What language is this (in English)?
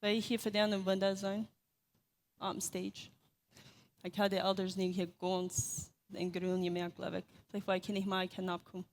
Plautdietsch